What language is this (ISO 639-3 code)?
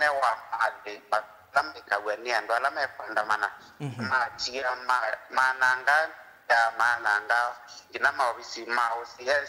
kam